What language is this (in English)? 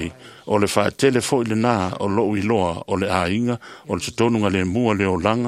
Samoan